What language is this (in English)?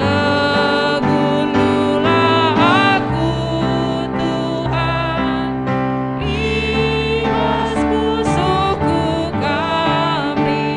Batak Karo